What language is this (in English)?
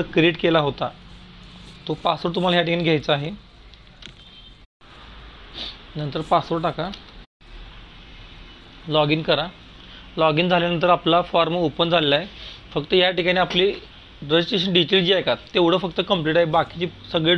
Marathi